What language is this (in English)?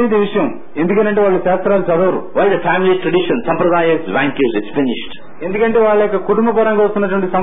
Telugu